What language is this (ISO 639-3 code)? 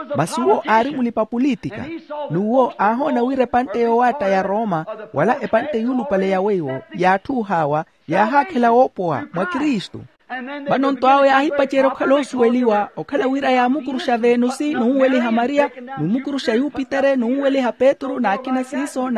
vmw